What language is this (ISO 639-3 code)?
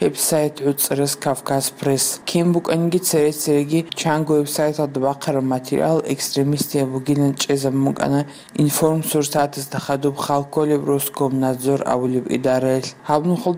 ava